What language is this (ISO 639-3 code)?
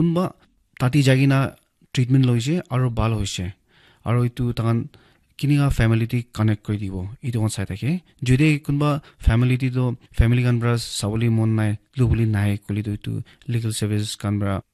nag